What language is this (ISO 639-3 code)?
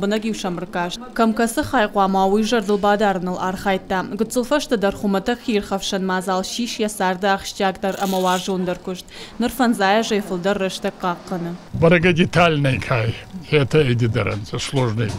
oss